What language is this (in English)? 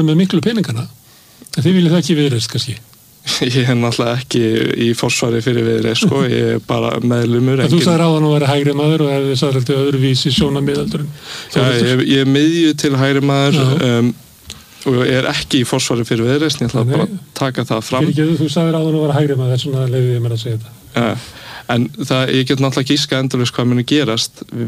Icelandic